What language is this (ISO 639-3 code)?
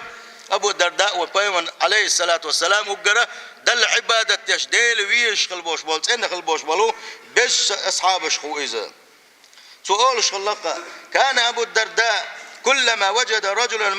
che